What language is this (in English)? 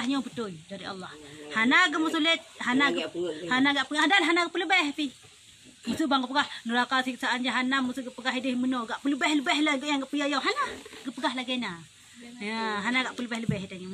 Achinese